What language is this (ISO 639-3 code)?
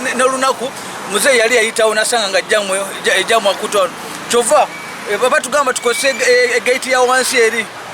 xog